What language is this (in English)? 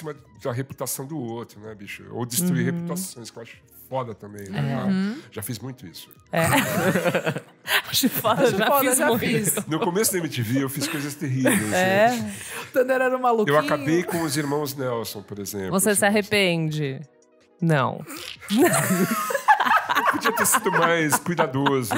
Portuguese